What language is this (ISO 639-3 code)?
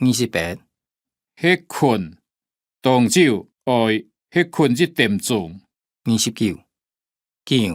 hak